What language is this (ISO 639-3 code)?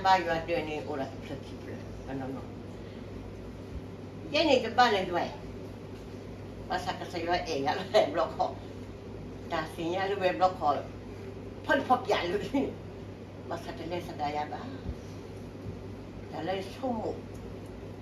ksw